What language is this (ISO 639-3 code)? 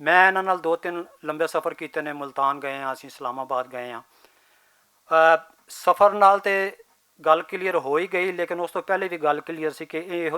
lah